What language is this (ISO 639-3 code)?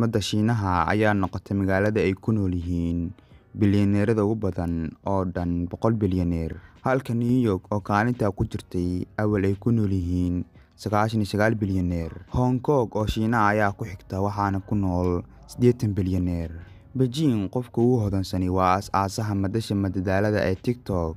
som